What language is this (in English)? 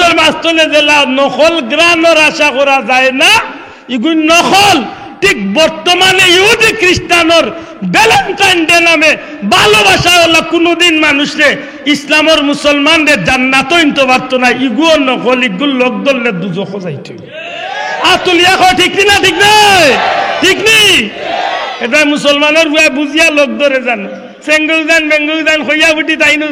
Sylheti